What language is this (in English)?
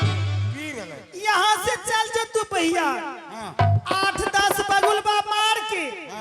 Angika